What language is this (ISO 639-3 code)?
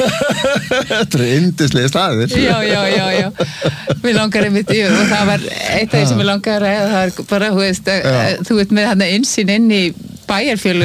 isl